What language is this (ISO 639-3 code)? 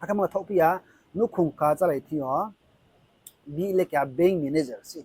ria